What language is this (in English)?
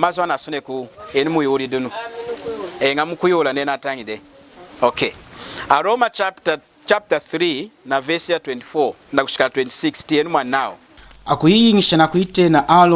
Lunda